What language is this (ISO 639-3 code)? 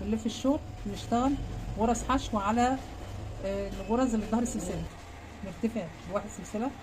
arz